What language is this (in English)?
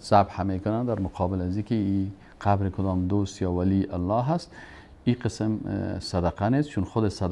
Persian